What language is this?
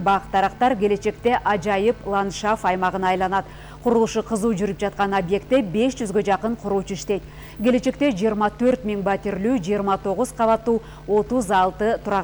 Kyrgyz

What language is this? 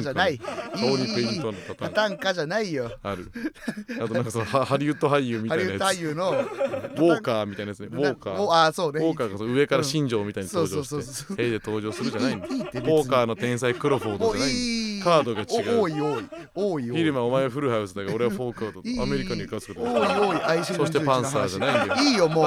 Japanese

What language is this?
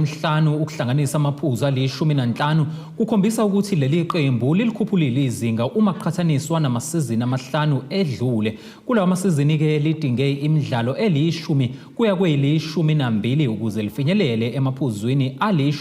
Zulu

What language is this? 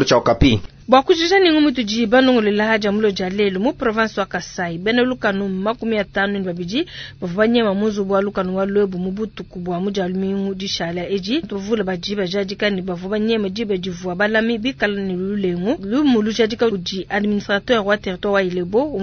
Luba-Lulua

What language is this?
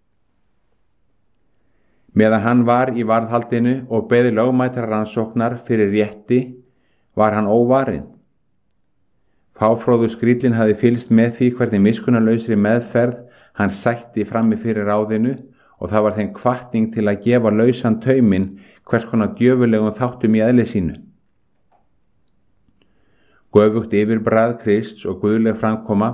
Icelandic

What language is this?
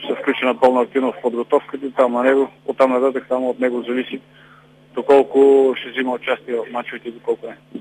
Bulgarian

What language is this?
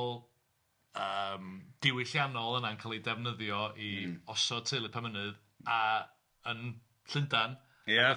Welsh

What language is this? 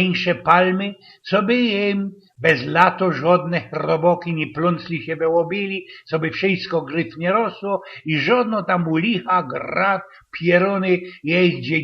Silesian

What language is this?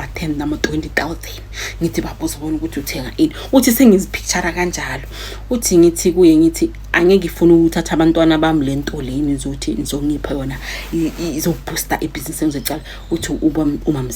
Zulu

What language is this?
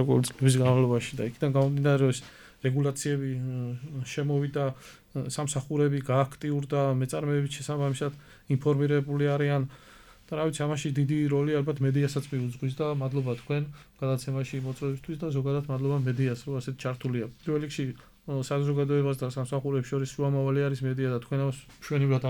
Georgian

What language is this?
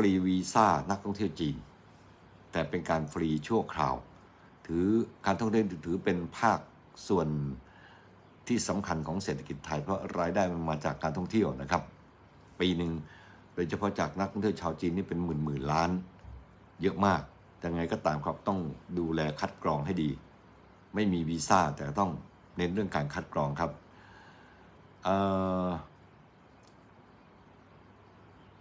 Thai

